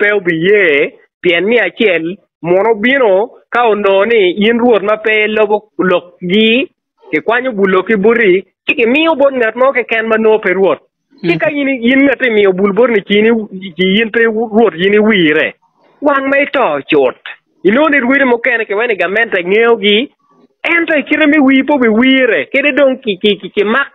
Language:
Acoli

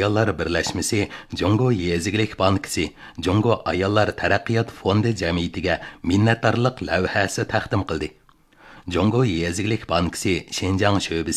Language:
Uyghur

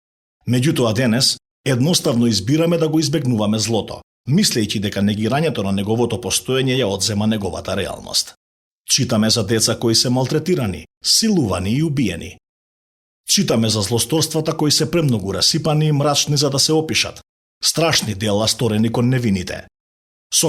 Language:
Macedonian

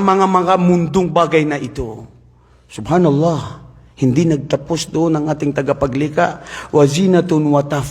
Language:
Maranao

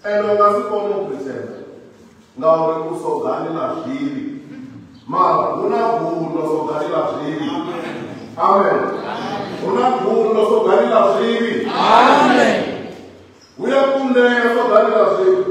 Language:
Venda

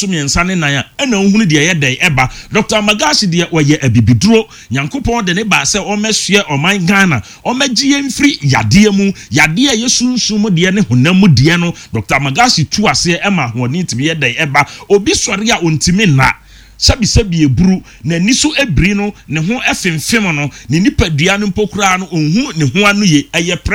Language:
Akan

